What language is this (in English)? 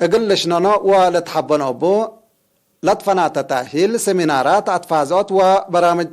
Tigre